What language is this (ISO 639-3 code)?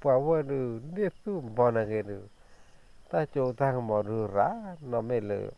ksw